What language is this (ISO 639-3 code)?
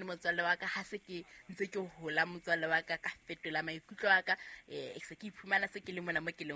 sot